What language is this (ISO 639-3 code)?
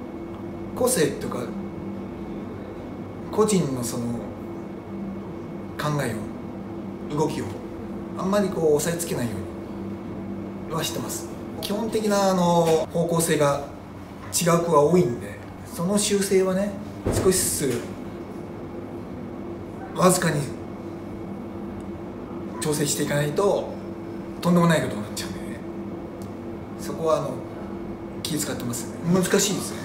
jpn